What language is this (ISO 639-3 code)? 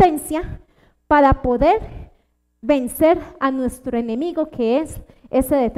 spa